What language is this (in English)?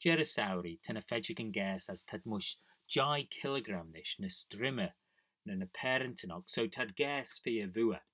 Manx